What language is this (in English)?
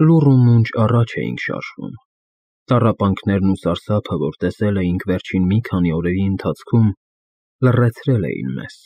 Armenian